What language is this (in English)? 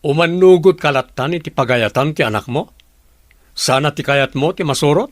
Iloko